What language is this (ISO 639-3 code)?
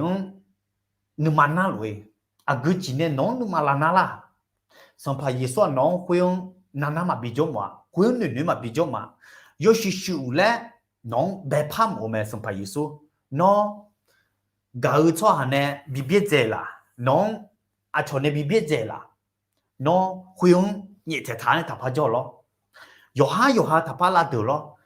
ahk